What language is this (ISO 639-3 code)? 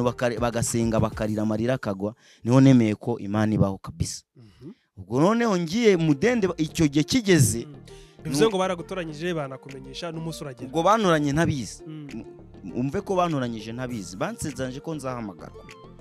kin